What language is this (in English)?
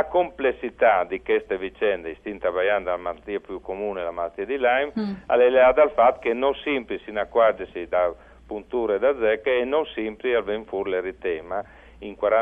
Friulian